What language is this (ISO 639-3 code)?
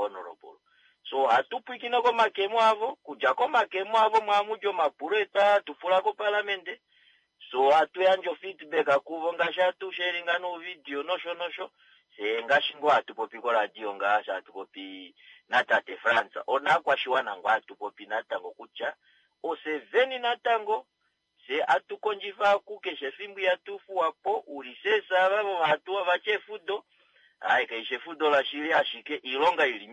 kua